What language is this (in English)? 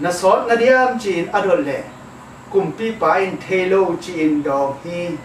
Tedim Chin